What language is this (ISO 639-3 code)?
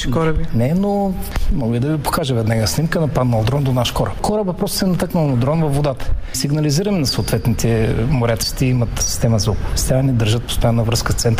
bul